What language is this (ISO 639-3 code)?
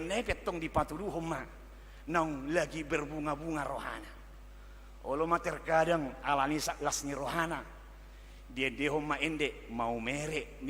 bbc